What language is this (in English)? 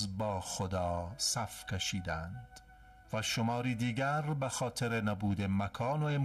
Persian